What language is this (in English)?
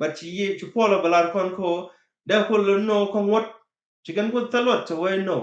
Nuer